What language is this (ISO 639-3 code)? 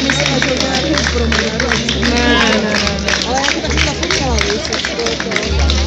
ces